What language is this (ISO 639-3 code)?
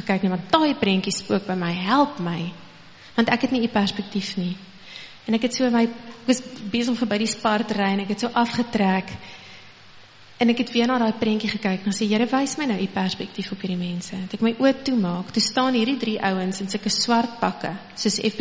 afr